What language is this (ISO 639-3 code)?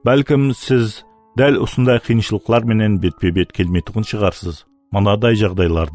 kaa